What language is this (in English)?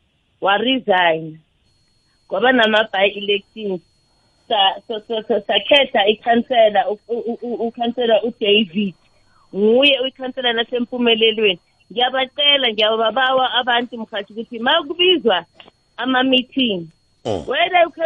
South Ndebele